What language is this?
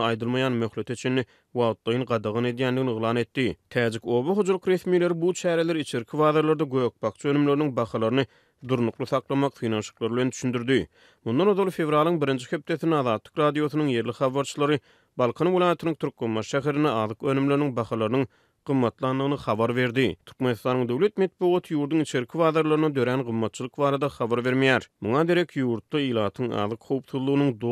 Turkmen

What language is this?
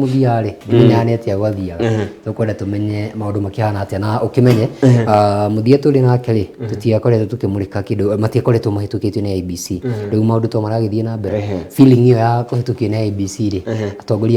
Kikuyu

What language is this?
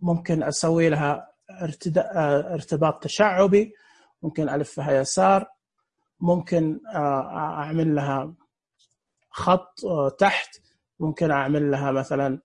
Najdi Arabic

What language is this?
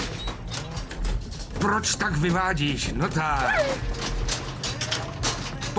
Czech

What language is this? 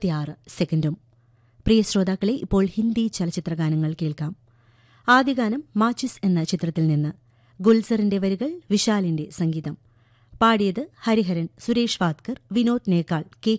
Malayalam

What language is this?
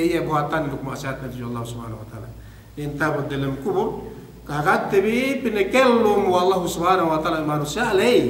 Yakan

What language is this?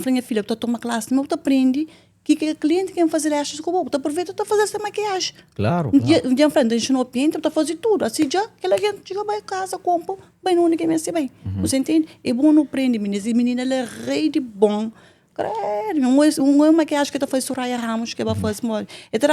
Kabuverdianu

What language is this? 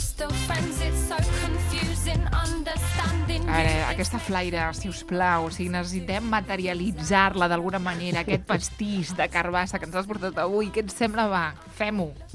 Catalan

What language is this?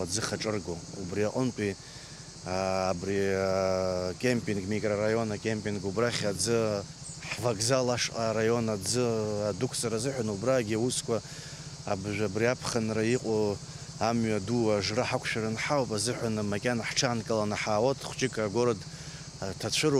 Abkhazian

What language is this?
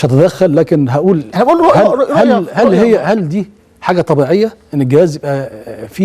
Egyptian Arabic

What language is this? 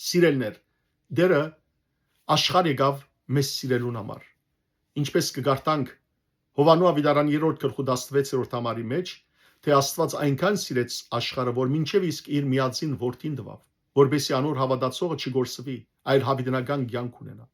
Western Armenian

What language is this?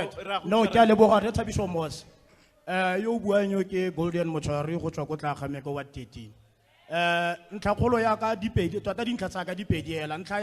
Tswana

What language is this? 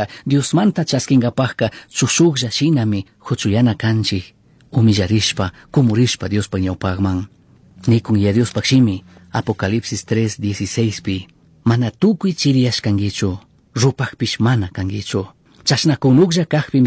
Chimborazo Highland Quichua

